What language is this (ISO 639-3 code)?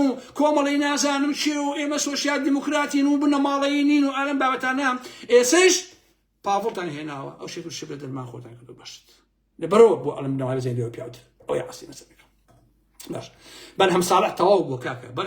ckb